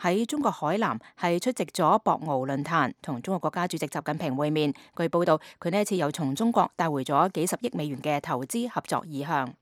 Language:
Cantonese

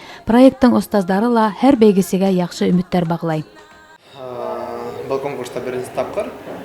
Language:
Bashkir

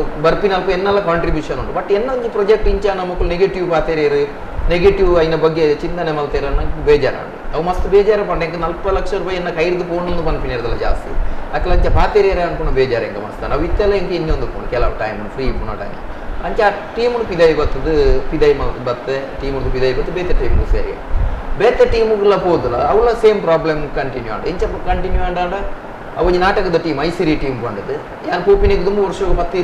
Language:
Tulu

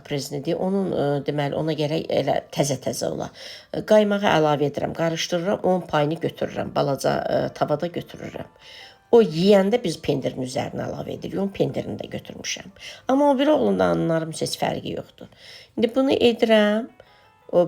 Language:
Azerbaijani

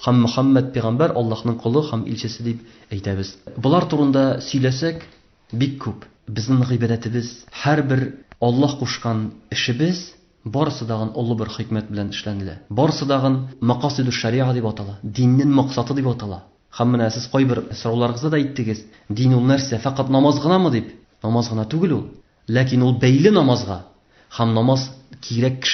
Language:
Tatar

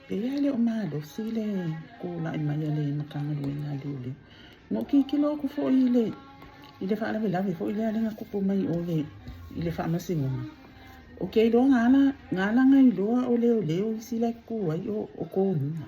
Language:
Samoan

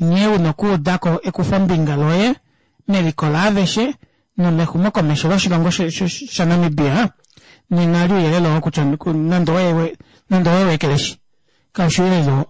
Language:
Kuanyama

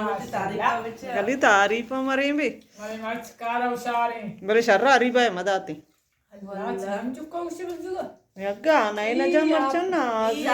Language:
Baluchi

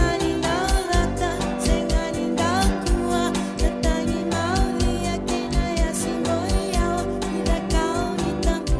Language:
Fijian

